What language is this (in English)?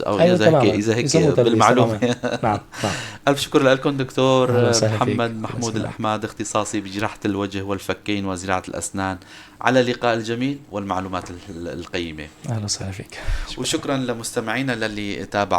North Levantine Arabic